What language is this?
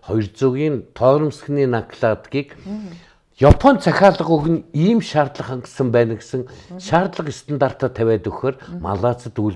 Mongolian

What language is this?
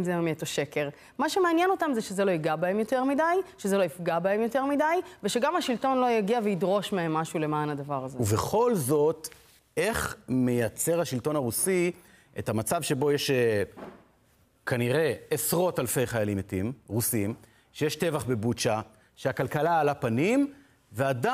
Hebrew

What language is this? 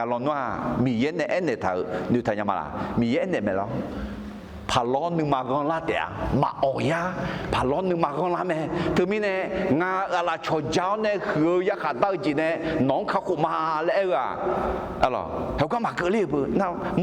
Akha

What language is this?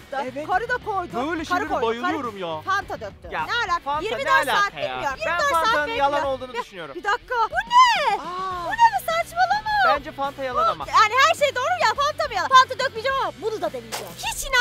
Turkish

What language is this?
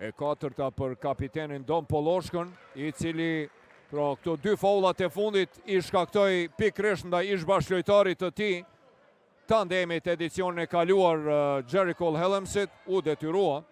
Albanian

